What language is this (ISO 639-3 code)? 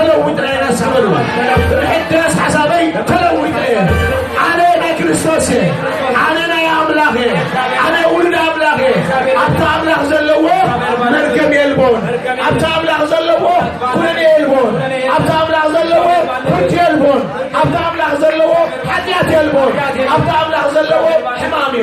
tir